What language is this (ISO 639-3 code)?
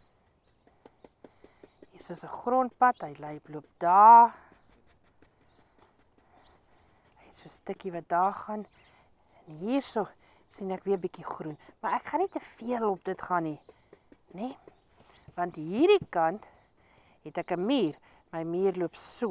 afr